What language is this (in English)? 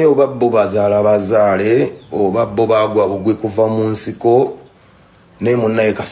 Ganda